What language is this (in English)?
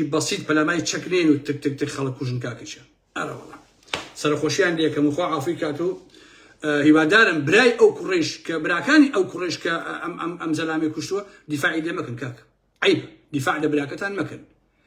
Central Kurdish